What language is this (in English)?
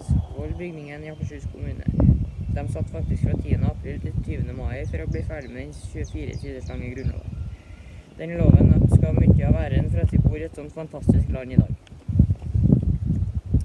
Norwegian